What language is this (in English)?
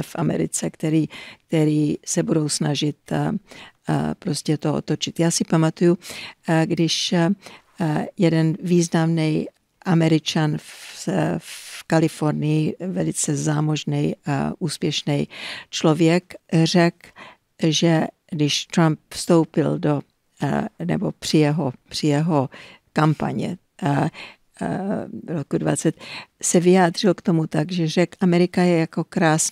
Czech